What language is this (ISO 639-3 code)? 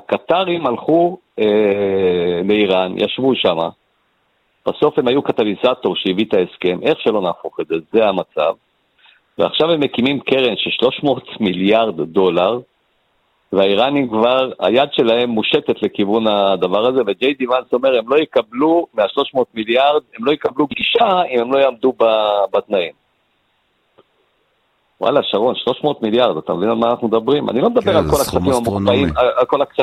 heb